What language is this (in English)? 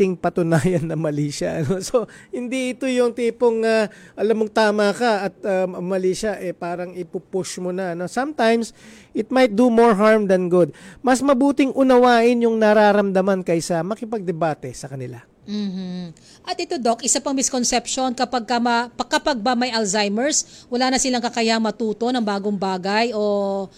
Filipino